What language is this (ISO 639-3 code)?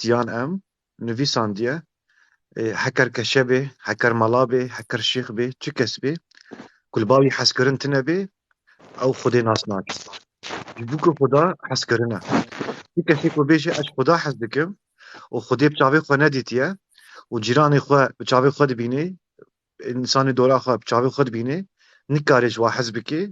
kur